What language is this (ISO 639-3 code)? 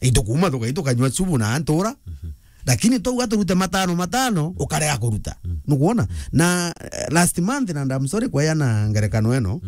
mer